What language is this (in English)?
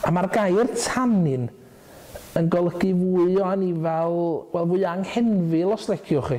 Welsh